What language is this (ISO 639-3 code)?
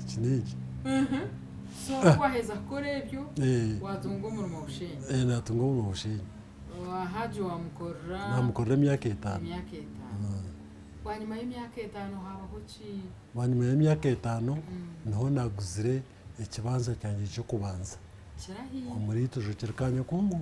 nyn